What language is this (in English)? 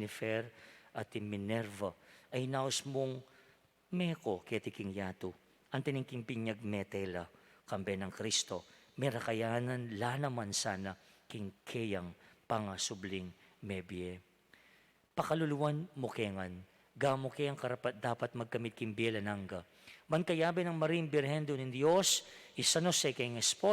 Pampanga